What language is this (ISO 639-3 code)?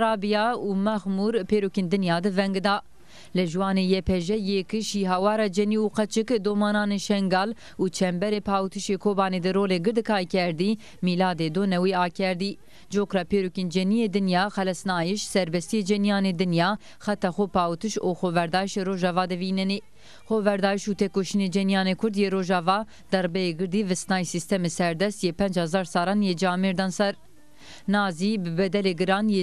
zza